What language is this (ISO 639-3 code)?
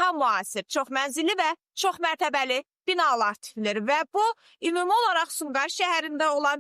aze